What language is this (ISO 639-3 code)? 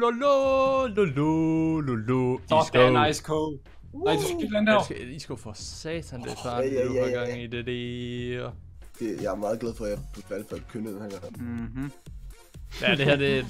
dan